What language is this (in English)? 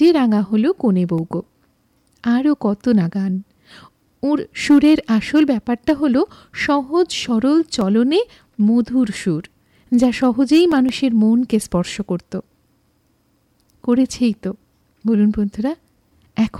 Bangla